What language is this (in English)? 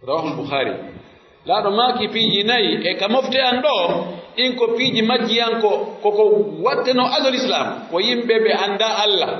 Pular